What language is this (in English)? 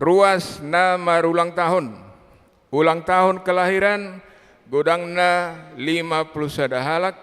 Batak Toba